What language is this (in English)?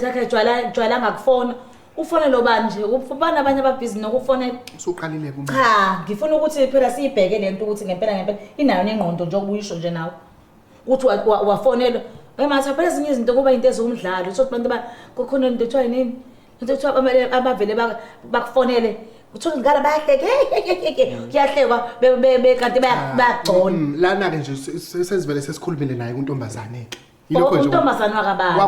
Zulu